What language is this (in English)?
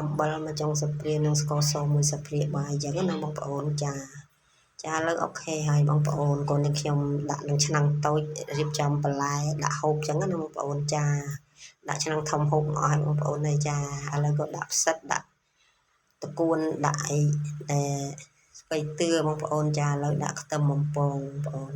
Khmer